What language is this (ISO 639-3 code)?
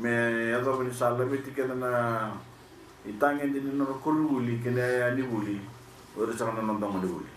fij